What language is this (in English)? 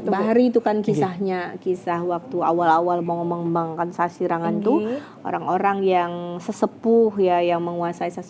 Banjar